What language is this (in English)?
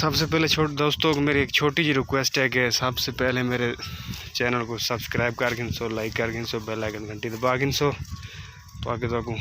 Saraiki